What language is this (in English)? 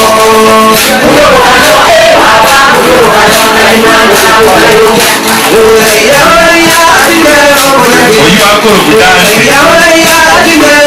Gusii